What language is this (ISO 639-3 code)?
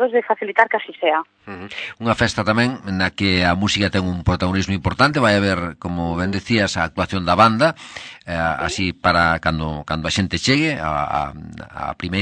glg